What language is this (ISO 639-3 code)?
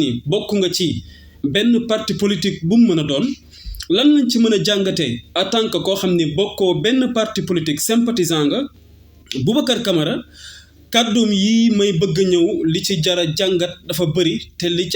wol